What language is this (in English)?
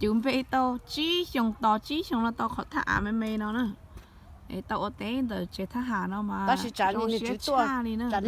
Hmong